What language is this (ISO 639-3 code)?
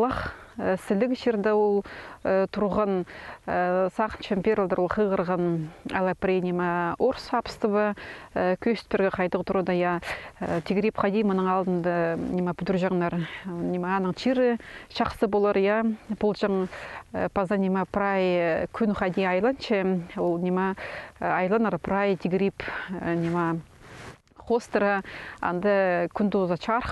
kjh